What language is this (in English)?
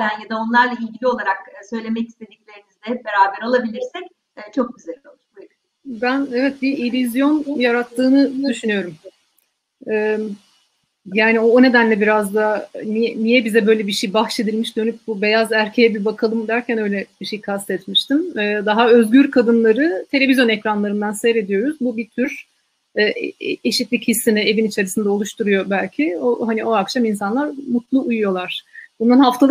Turkish